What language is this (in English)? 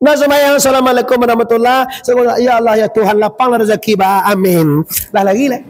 Minangkabau